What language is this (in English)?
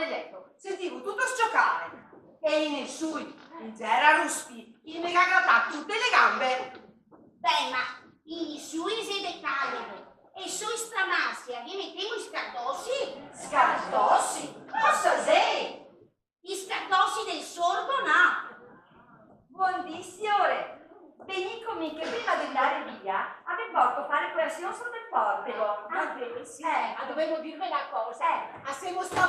Venetian